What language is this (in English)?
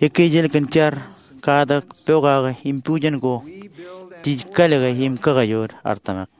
Marshallese